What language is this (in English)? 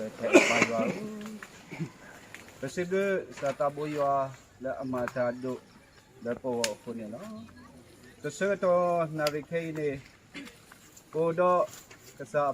S'gaw Karen